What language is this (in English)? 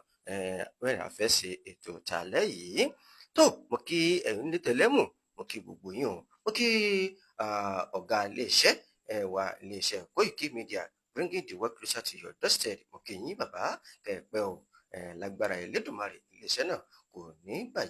Yoruba